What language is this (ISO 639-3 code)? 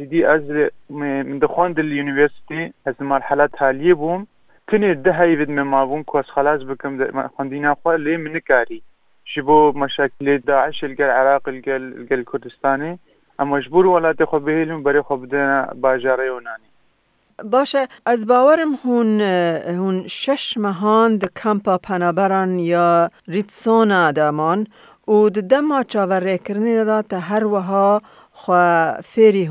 kur